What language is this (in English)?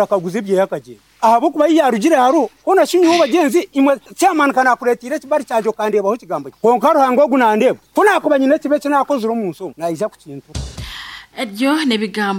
Nyankole